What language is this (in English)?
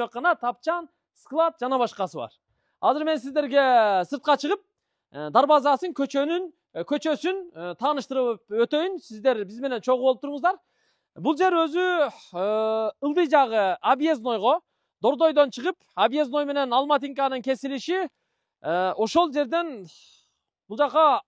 Kyrgyz